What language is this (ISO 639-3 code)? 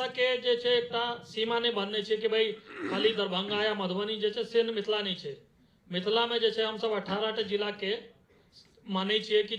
mai